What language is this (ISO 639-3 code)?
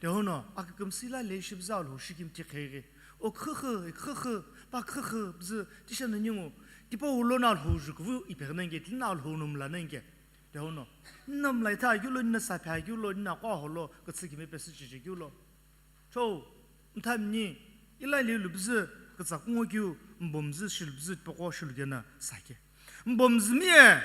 nsm